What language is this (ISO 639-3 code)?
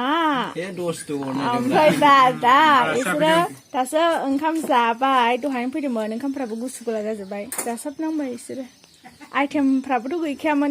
brx